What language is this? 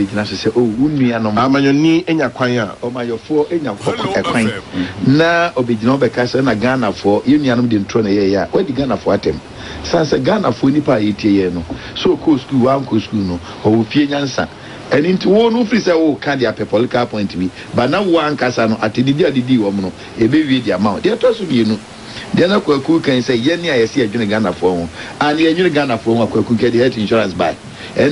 Akan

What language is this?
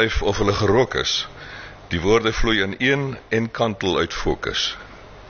Afrikaans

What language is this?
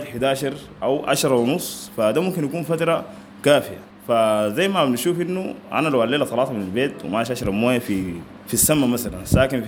Sudanese Arabic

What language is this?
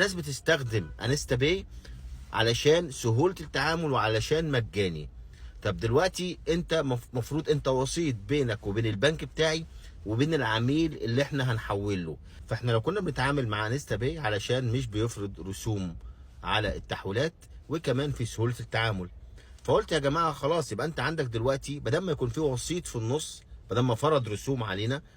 Egyptian Arabic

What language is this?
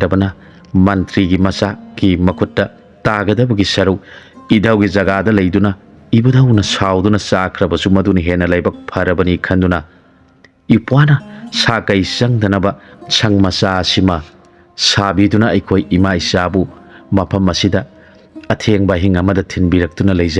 Manipuri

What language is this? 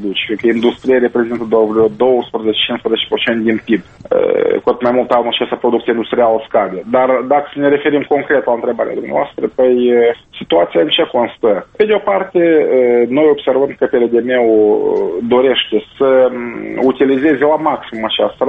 Romanian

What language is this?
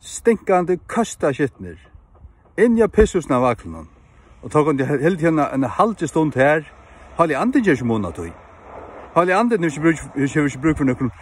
Faroese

